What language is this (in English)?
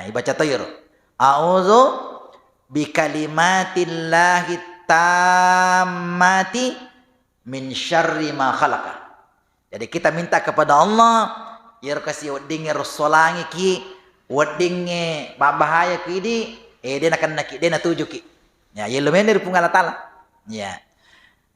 Buginese